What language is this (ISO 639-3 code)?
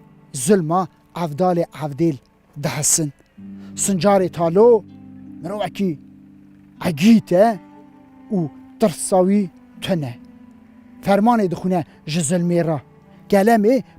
kur